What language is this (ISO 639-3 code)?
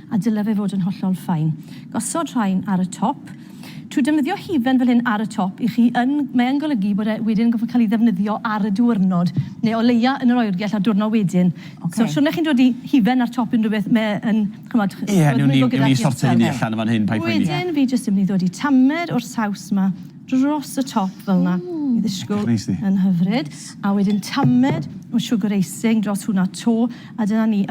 cym